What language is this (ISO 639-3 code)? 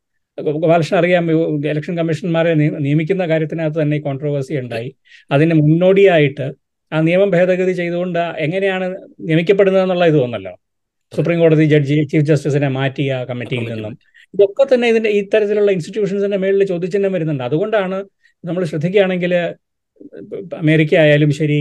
mal